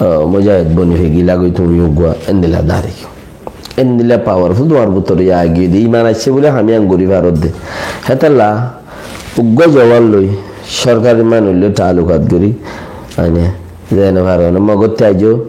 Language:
Rohingya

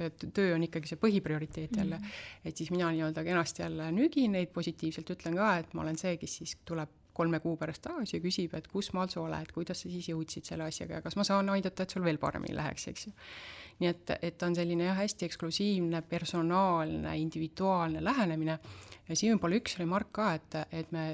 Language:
Estonian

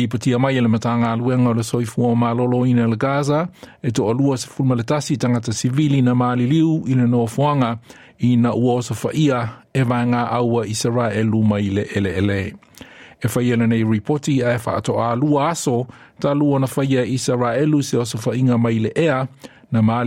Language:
Samoan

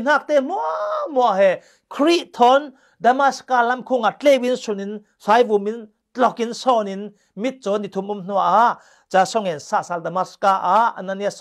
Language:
Falam Chin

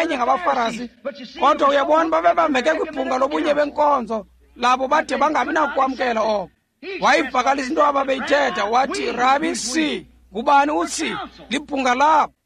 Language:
Xhosa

